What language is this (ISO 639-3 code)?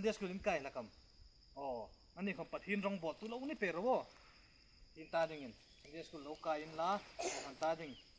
hmr